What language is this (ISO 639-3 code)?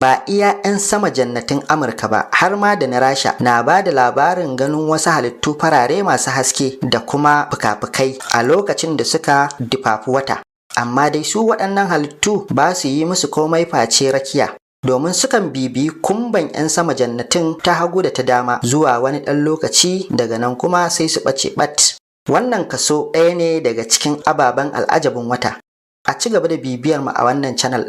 hau